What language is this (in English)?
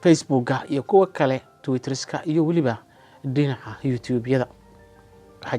Somali